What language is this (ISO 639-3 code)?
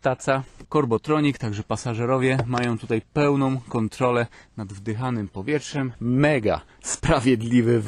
pol